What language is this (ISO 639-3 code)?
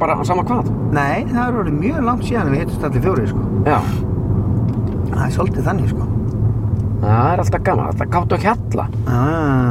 isl